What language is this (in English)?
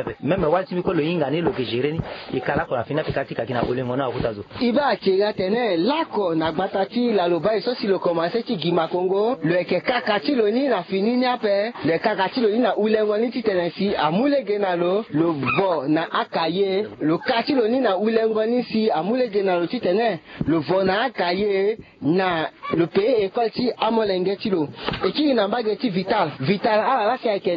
Sango